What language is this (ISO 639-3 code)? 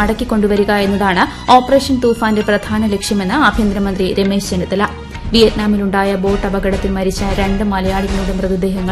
mal